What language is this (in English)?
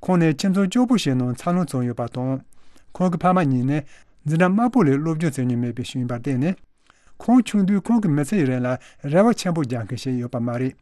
Tibetan